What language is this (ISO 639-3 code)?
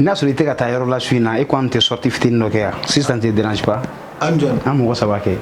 bam